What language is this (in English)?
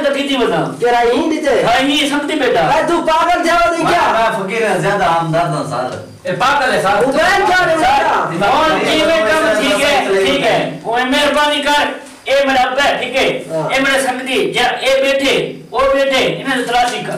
Saraiki